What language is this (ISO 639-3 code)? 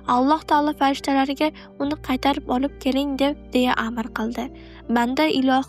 uzb